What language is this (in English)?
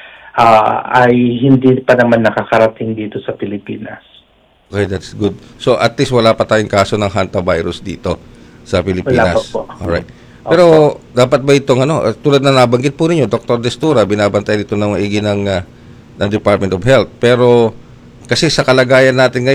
Filipino